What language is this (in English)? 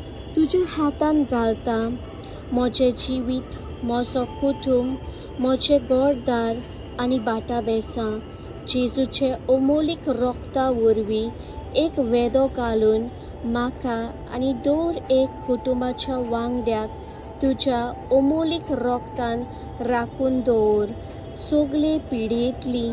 Konkani